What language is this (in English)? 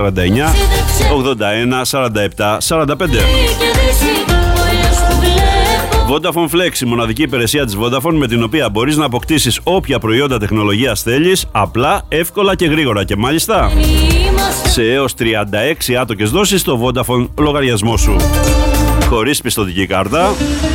Greek